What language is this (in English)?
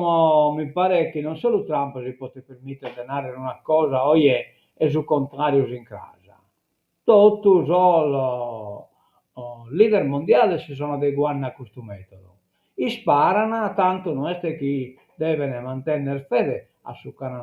Sardinian